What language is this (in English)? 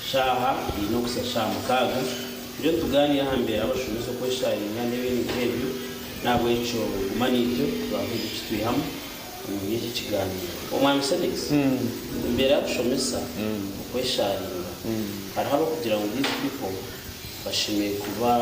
Nyankole